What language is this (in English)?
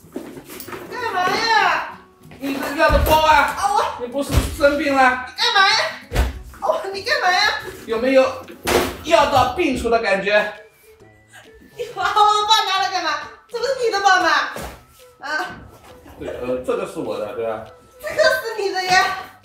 Chinese